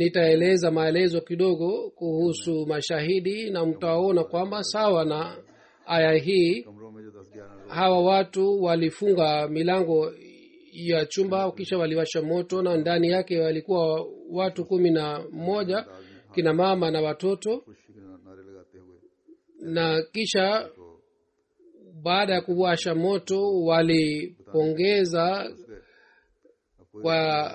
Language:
Swahili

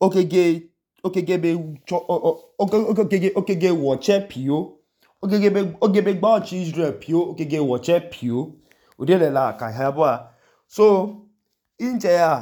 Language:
Idoma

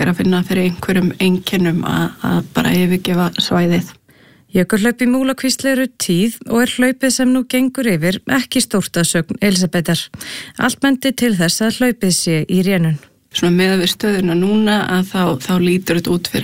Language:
Icelandic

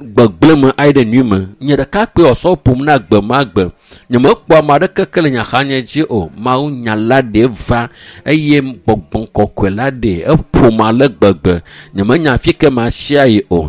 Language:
Ewe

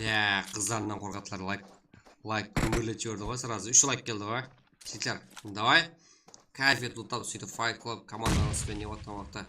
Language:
Kara-Kalpak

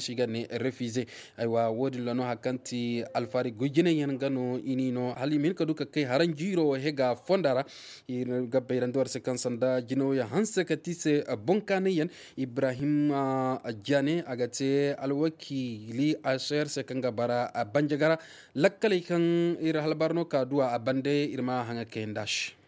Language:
Zarma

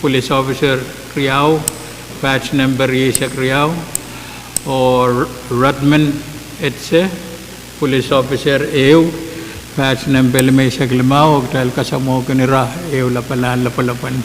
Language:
Pohnpeian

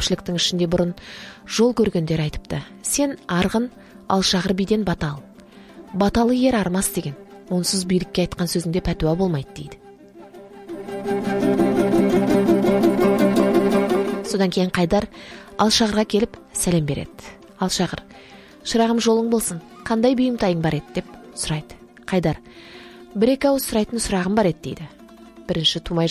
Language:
Kazakh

